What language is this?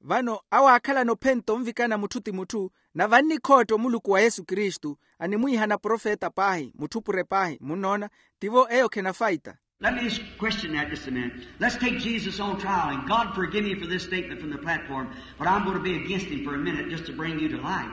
Makhuwa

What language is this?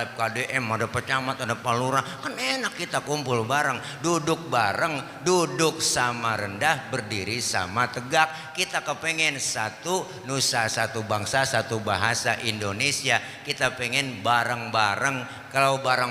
Betawi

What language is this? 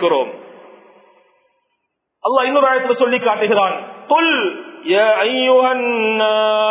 Tamil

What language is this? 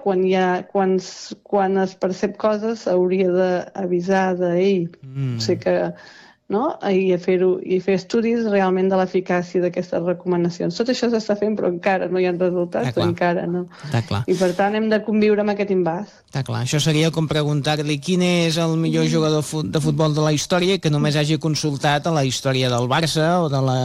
Catalan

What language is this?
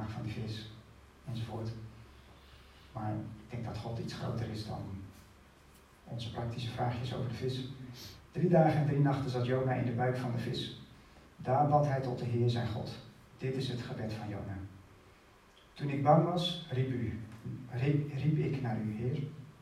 Dutch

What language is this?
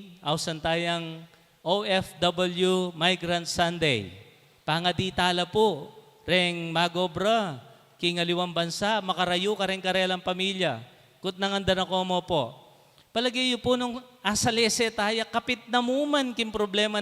Pampanga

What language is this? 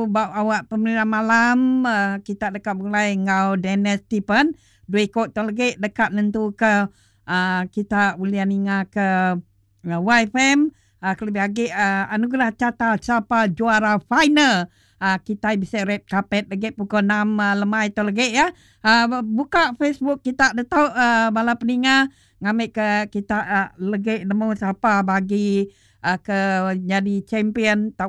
Iban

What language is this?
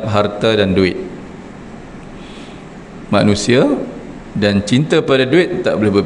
Malay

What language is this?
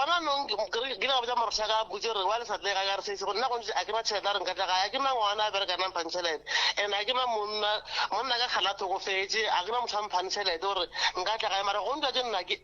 Northern Sotho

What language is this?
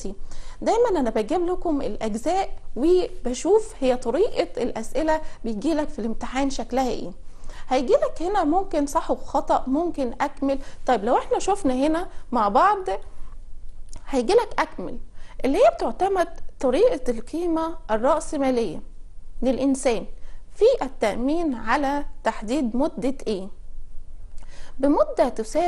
Egyptian Arabic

